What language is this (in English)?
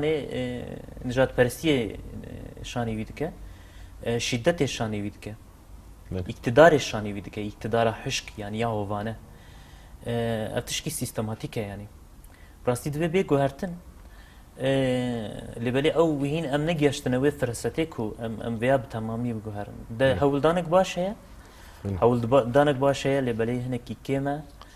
Kurdish